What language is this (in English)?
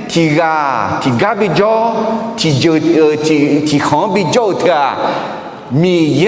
Akha